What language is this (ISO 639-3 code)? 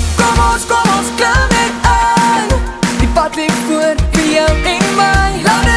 afr